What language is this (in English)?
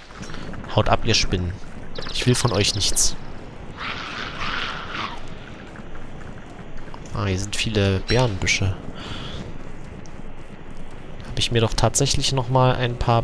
German